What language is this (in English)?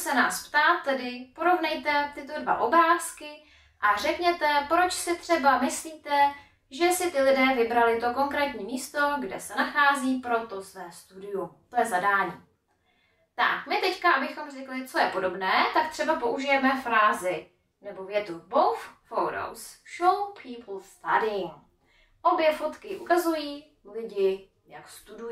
Czech